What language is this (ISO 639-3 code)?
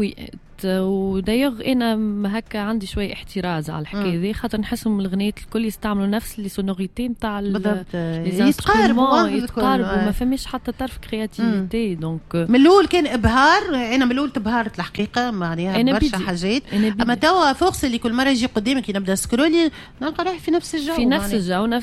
aeb